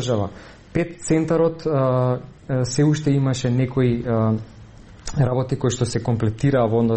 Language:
Macedonian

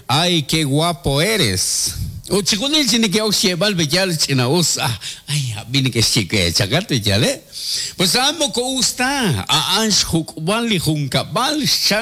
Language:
Kekchí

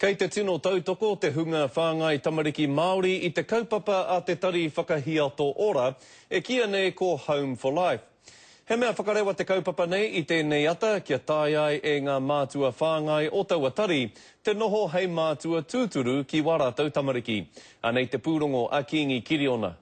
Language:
Māori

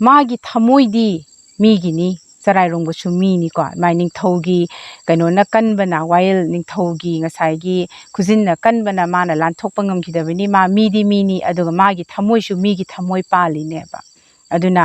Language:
Manipuri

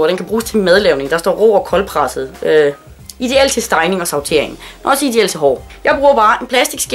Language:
Danish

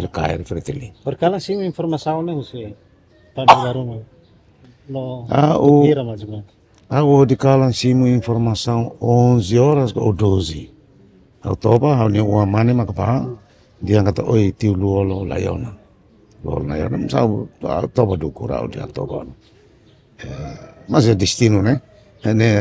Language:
Tetum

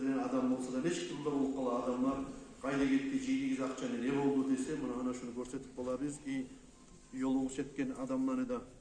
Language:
Kumyk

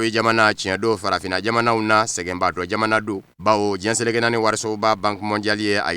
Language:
Bambara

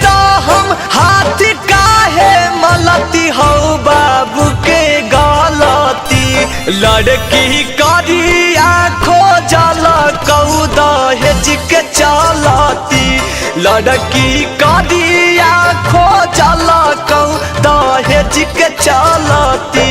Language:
Magahi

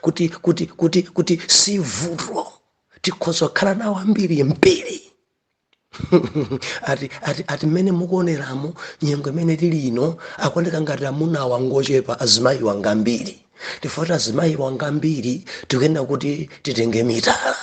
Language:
Nyanja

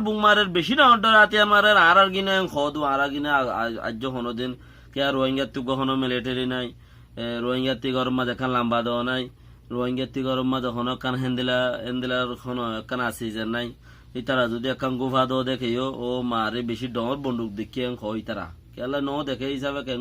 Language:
Rohingya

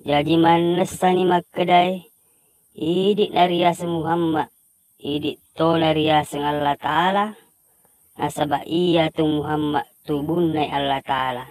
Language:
Buginese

